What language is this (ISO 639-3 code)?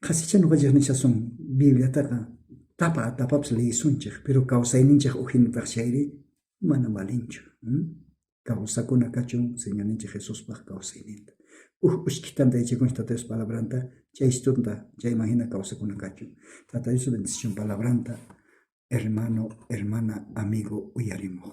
quh